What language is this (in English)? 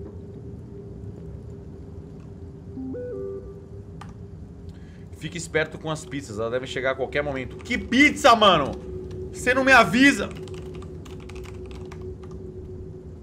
Portuguese